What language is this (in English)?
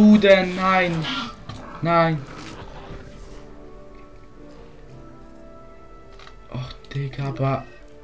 German